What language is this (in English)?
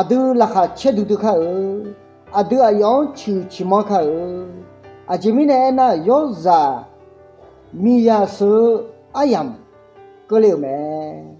Akha